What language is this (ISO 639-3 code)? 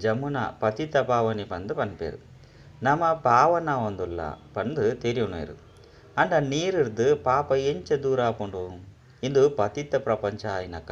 tcy